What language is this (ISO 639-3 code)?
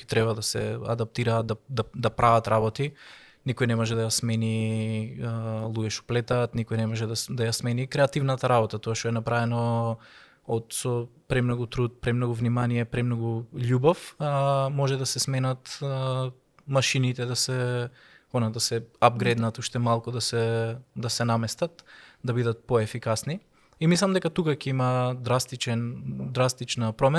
mkd